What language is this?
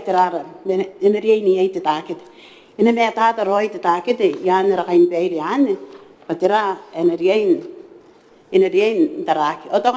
Gilbertese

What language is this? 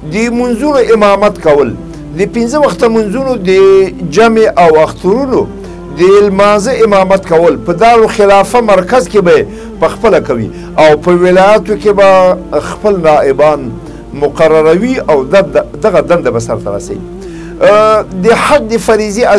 Pashto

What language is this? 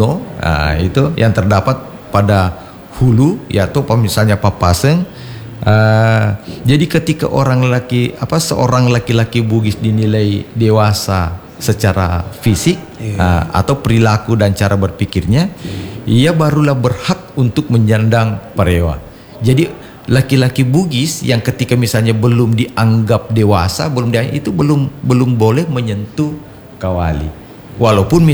Indonesian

